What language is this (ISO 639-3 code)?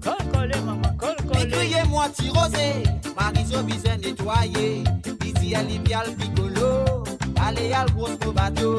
mfe